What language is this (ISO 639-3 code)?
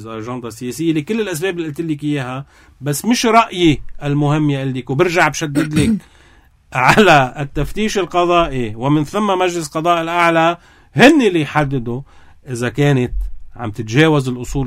apc